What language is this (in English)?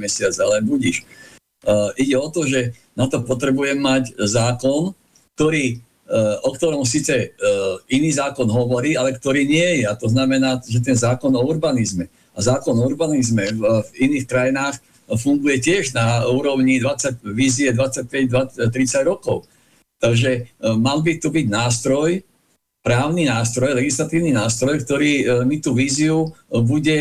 Slovak